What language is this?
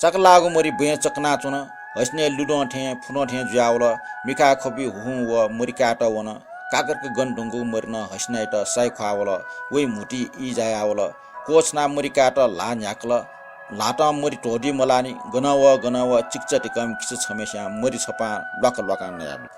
Newari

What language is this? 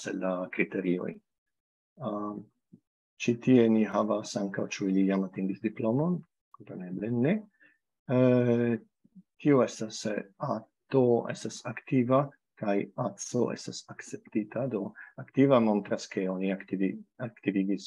Esperanto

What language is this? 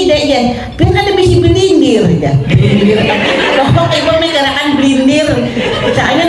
Banjar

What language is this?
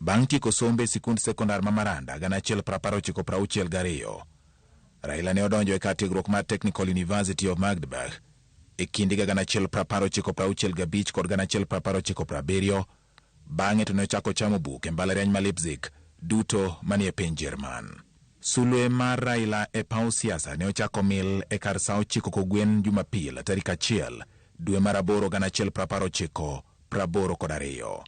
Luo (Kenya and Tanzania)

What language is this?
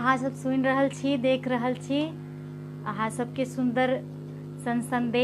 Maithili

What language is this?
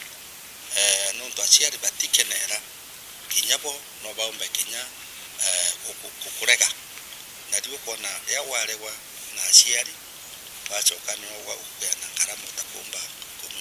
Meru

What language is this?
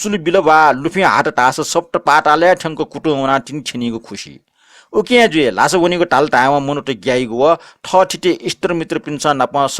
Newari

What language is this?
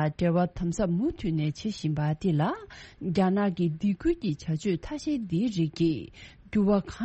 Tibetan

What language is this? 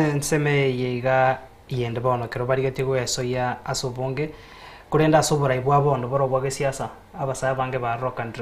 Gusii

